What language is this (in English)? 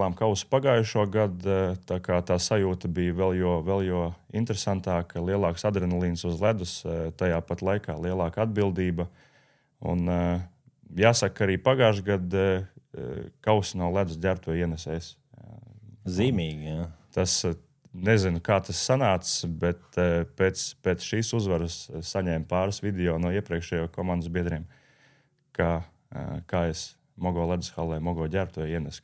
Latvian